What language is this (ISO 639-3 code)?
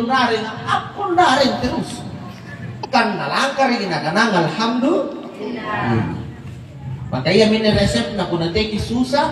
mak